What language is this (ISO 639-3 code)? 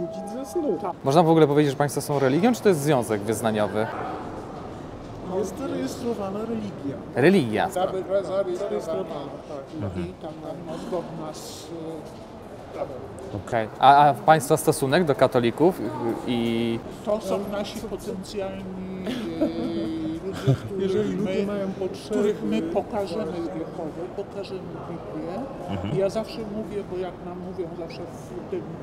pol